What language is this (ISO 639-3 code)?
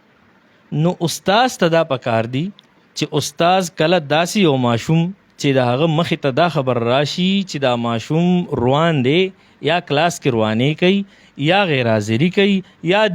pus